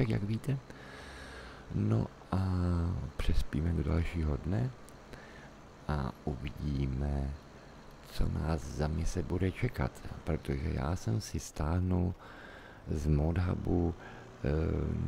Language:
Czech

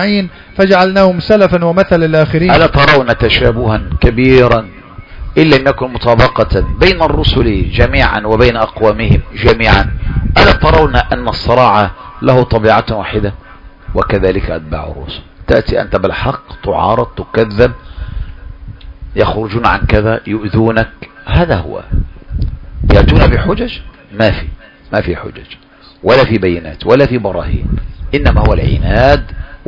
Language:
Arabic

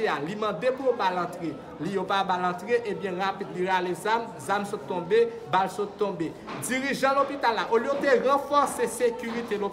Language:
Haitian Creole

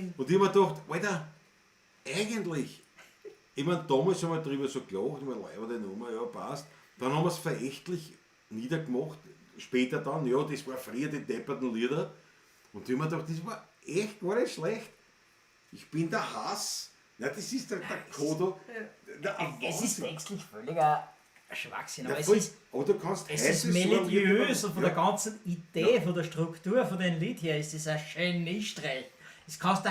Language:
Bavarian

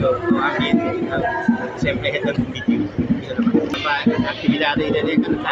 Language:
Tetum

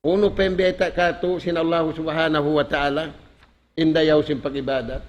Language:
Tausug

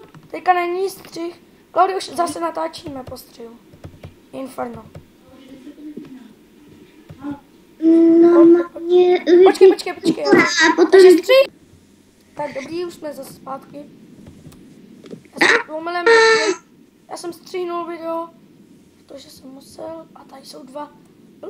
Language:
Czech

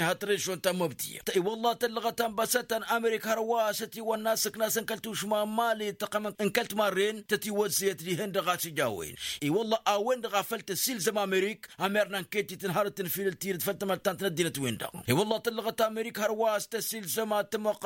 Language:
Tamasheq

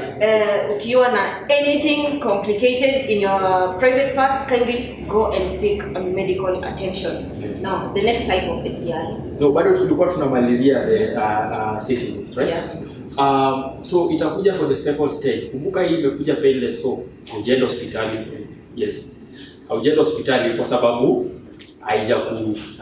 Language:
Swahili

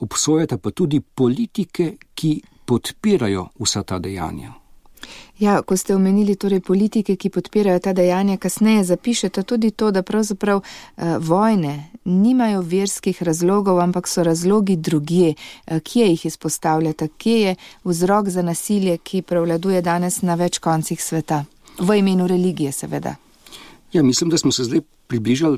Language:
Slovenian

